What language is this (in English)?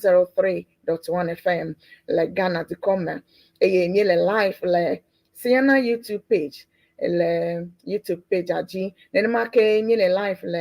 Ewe